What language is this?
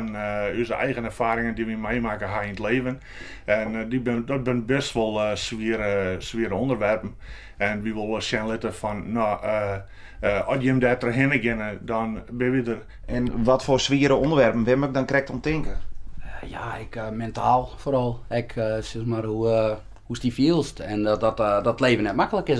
Western Frisian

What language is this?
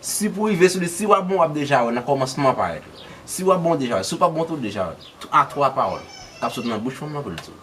Haitian Creole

